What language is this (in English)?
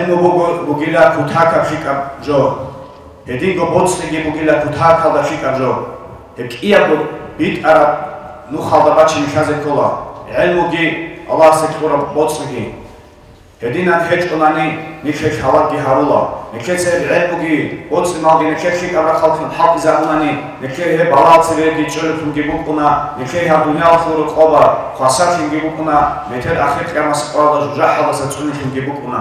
Avaric